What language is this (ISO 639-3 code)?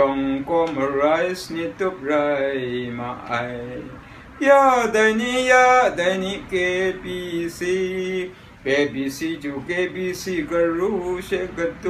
kac